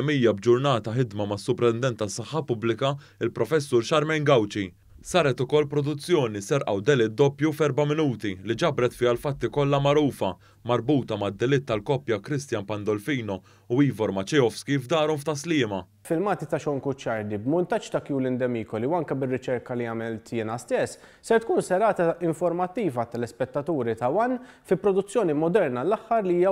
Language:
Maltese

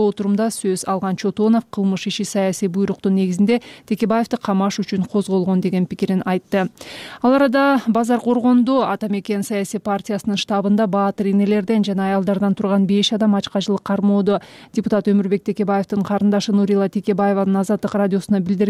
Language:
Kyrgyz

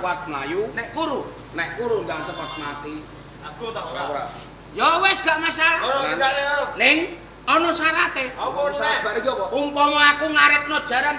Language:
Javanese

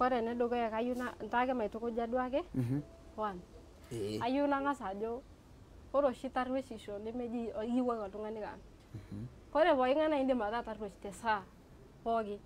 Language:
Masai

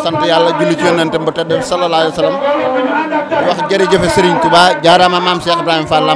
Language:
Wolof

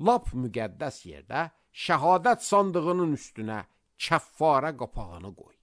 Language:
Azerbaijani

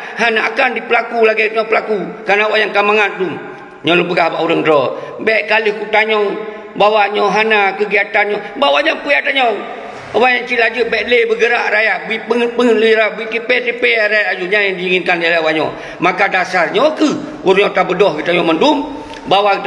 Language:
Achinese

